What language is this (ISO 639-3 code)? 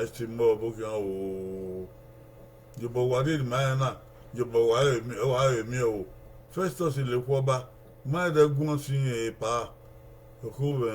bin